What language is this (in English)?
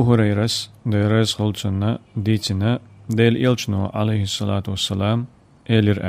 Chechen